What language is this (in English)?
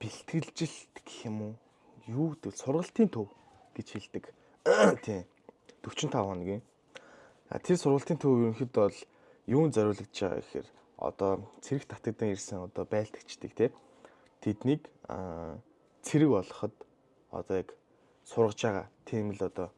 Mongolian